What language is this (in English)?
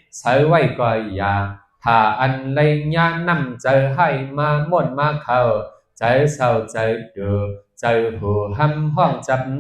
Shan